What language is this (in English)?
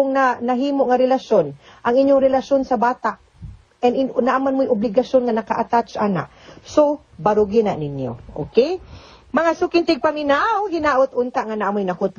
Cebuano